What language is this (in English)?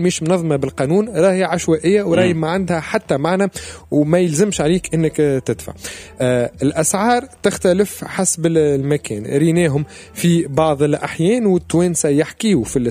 Tunisian Arabic